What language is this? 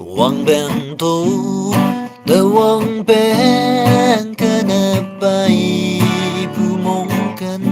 Naga Pidgin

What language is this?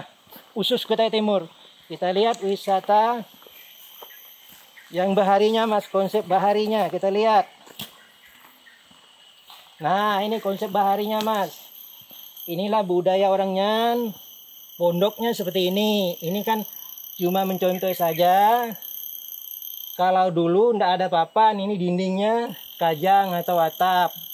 Indonesian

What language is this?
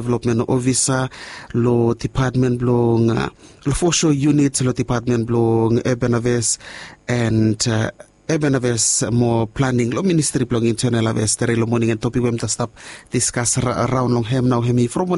Bislama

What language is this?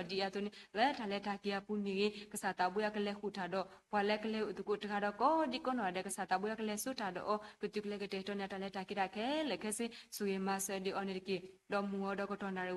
S'gaw Karen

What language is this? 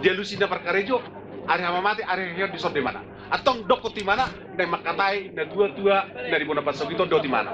Batak Toba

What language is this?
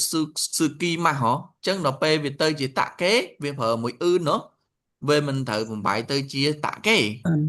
Khmer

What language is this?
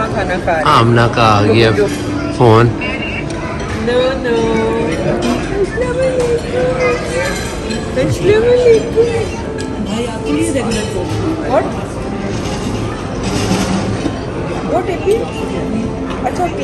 Hindi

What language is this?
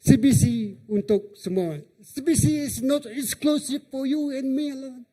Iban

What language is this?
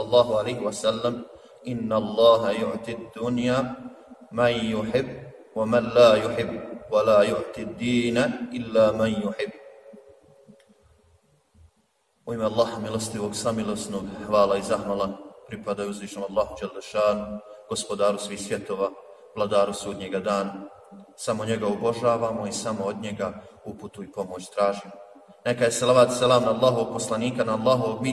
Bosnian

